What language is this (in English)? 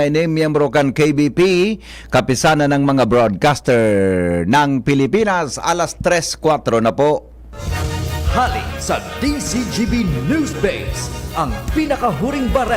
Bikol